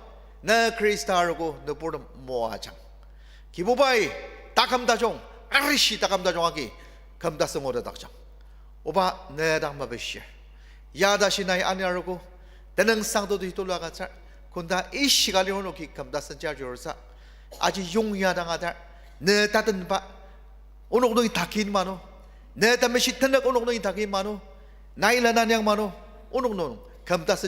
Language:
Ao Naga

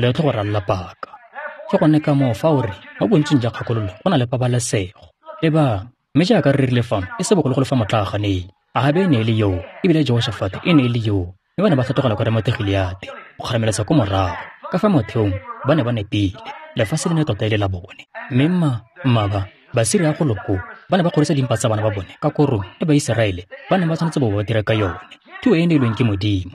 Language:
Tswana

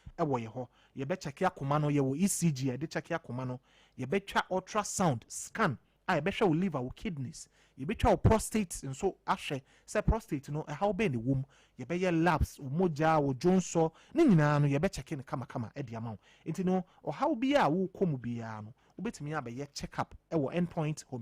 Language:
Akan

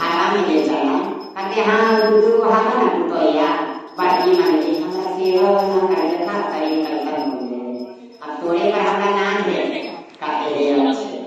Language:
Magahi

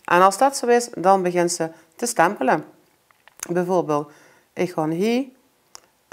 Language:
Limburgish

